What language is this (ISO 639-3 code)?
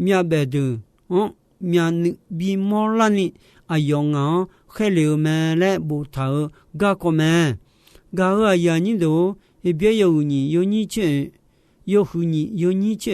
ahk